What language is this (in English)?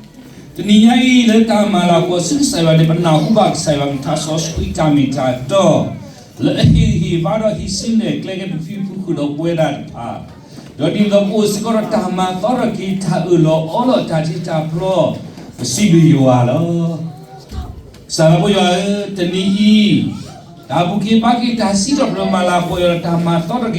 S'gaw Karen